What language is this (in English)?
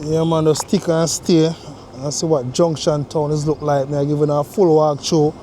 Jamaican Creole English